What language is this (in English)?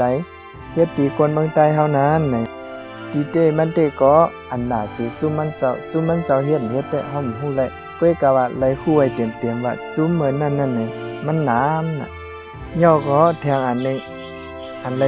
Shan